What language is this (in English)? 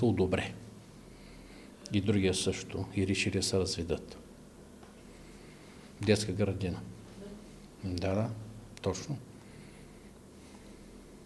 Bulgarian